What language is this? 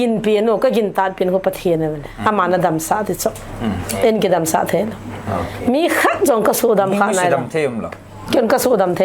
Paite Chin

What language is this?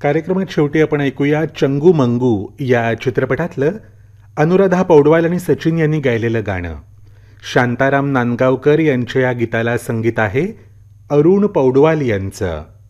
Marathi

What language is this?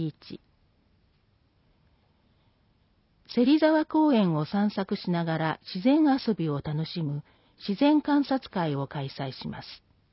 Japanese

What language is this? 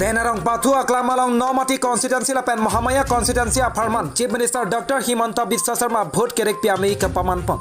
Karbi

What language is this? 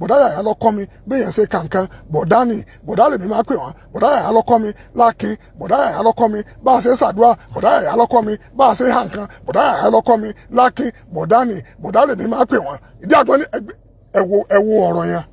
Yoruba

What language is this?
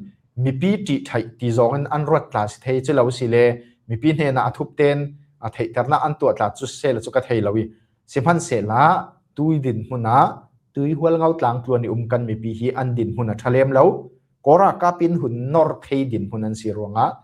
Falam Chin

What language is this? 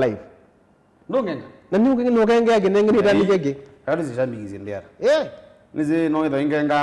Kamba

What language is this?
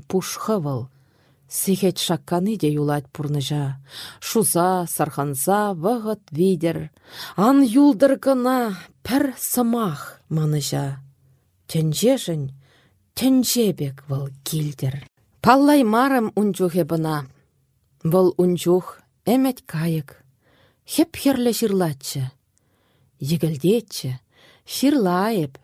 Chuvash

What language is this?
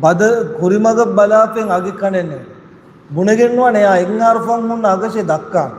Divehi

